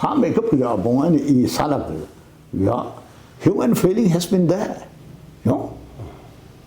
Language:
Tangkhul Naga (India)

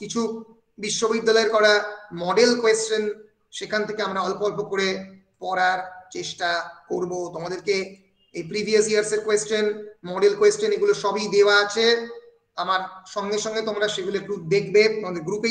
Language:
Bangla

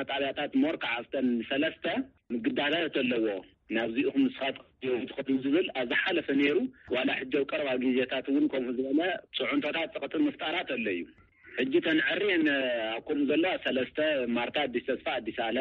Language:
Tigrinya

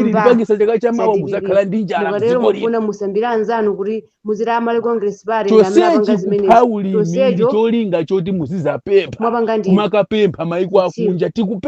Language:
Nyanja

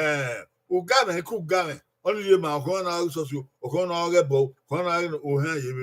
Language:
Bini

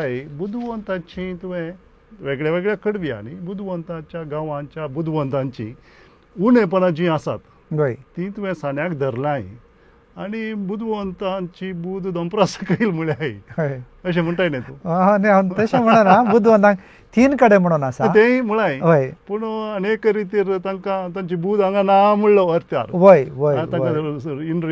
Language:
Konkani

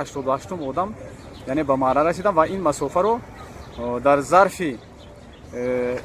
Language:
Tajik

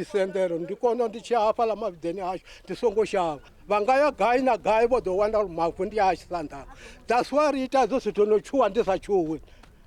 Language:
Venda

